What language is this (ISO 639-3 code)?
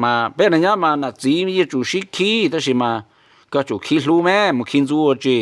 hmn